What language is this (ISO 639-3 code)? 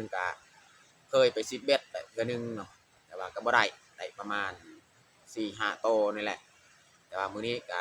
lao